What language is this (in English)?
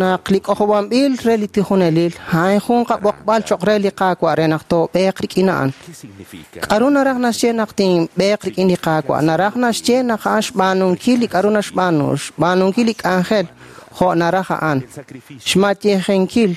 Kekchí